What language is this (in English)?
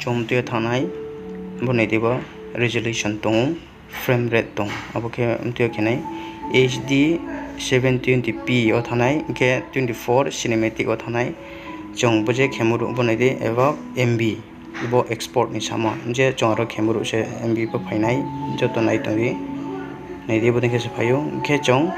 Riang (India)